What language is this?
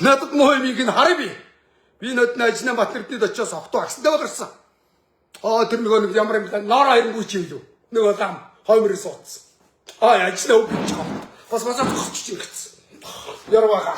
Mongolian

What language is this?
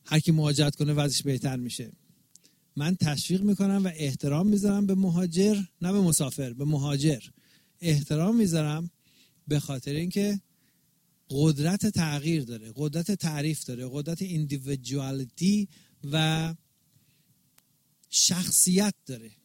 Persian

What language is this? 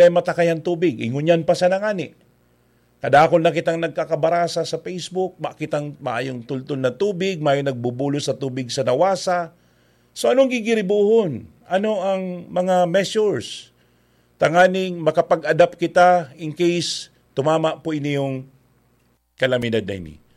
Bikol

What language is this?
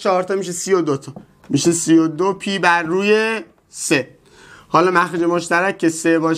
Persian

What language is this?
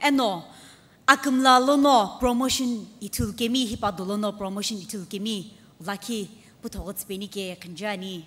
Sumi Naga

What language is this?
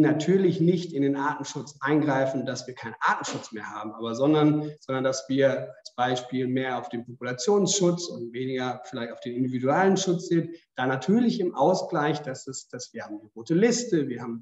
German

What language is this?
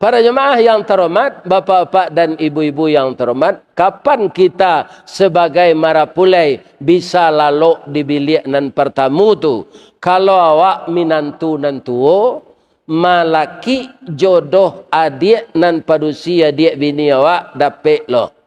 Minangkabau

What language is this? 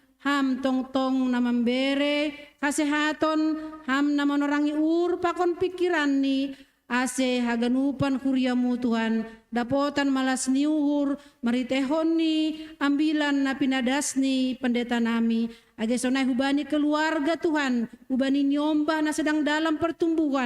Batak Simalungun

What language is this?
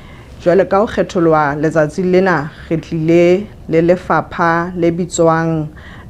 Southern Sotho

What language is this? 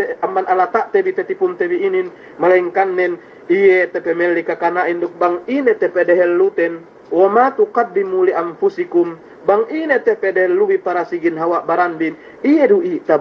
Yakan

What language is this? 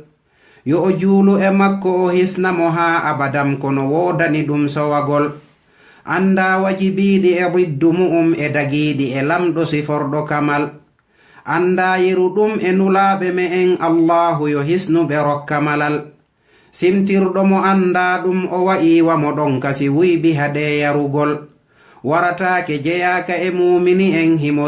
Fula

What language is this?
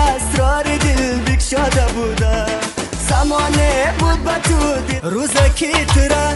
Tajik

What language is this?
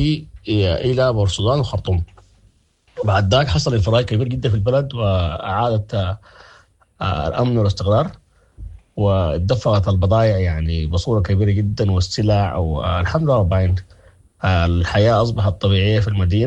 Sudanese Arabic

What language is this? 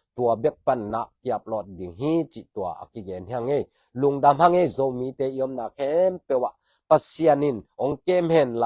Tedim Chin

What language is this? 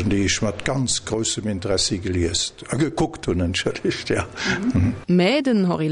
Luxembourgish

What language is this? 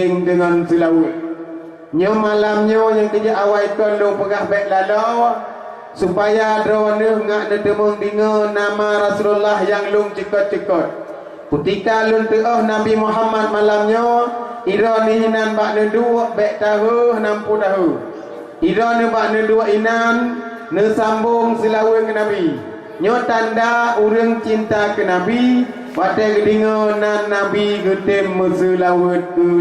Achinese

